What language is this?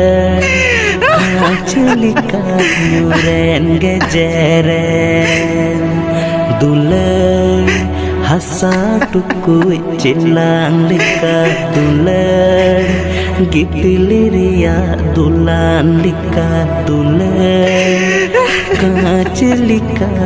Santali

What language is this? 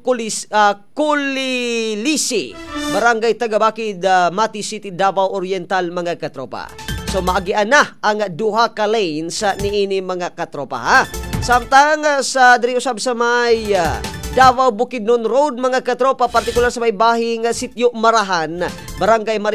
Cebuano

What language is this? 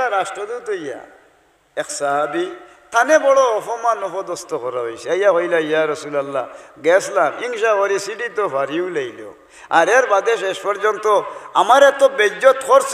Sylheti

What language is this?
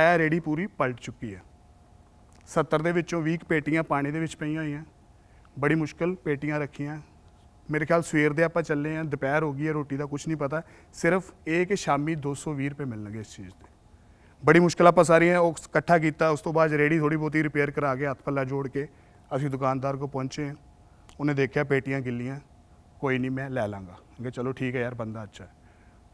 Punjabi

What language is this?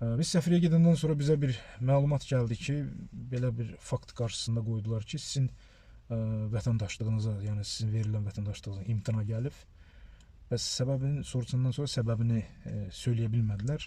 Azerbaijani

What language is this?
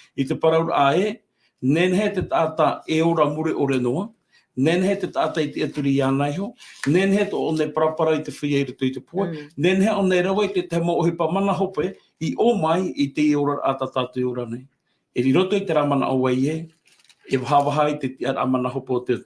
Tahitian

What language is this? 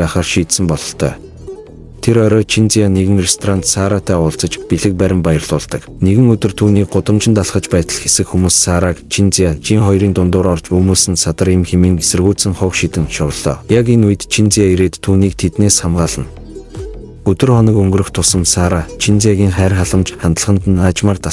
Mongolian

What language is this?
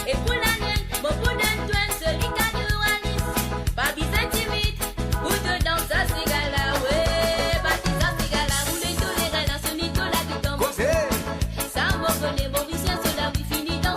Morisyen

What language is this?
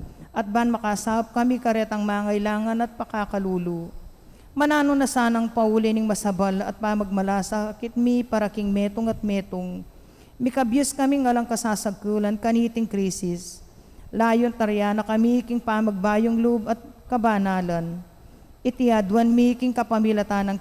Pampanga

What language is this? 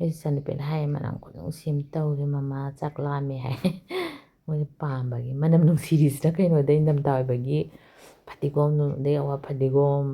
Manipuri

